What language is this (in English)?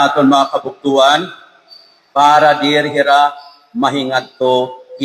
Waray